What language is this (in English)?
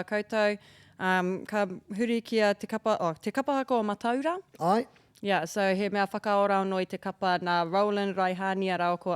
Māori